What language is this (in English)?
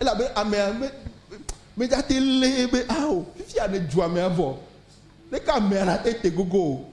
Ewe